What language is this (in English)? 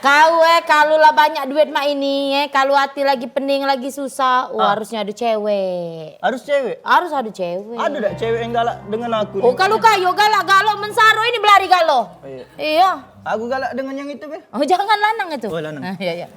Musi